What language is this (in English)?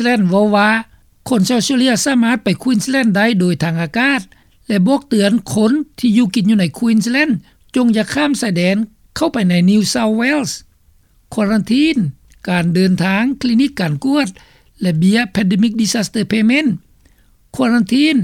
Lao